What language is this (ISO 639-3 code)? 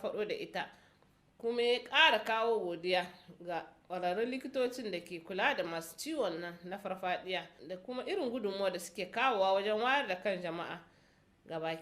hau